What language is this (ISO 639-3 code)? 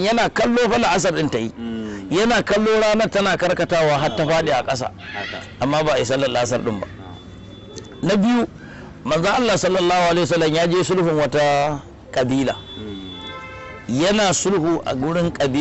hau